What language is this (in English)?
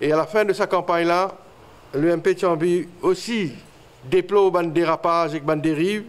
Morisyen